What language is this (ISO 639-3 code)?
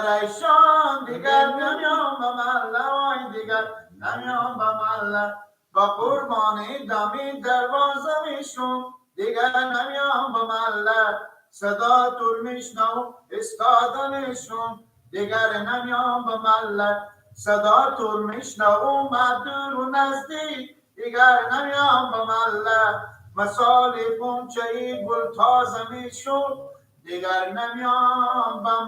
fas